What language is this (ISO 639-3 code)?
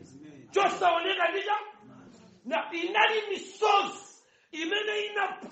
nya